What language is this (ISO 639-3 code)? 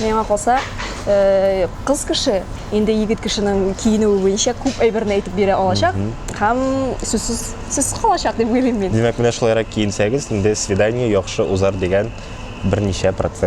tat